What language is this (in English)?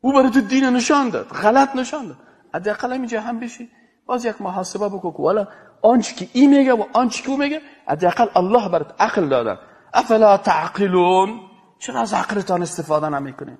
Persian